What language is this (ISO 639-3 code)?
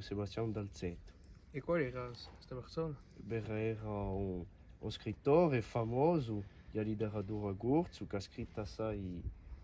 cos